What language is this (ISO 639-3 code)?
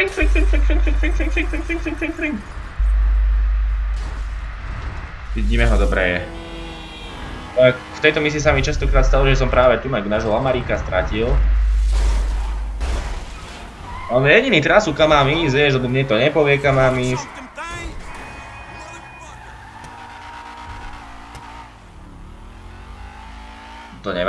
slk